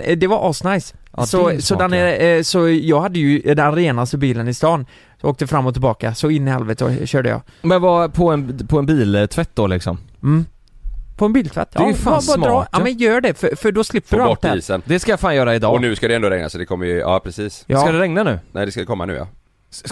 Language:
Swedish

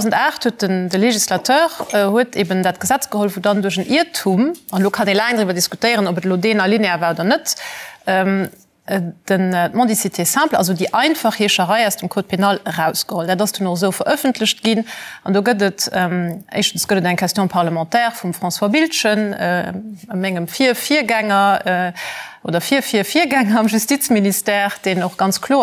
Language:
Luxembourgish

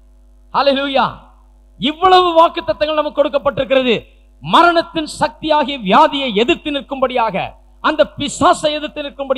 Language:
Tamil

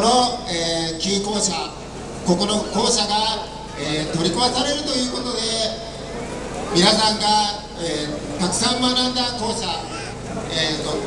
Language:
Japanese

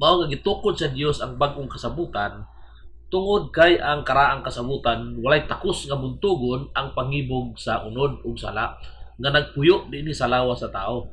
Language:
Cebuano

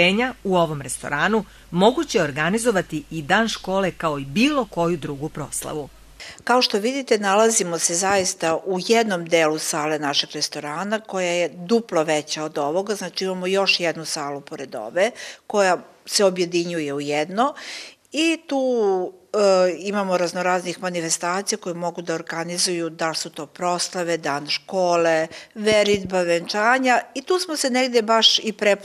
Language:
Serbian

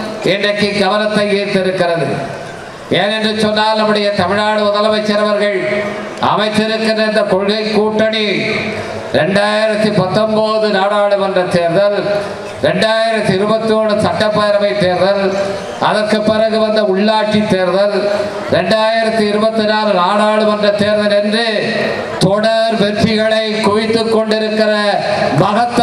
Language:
Tamil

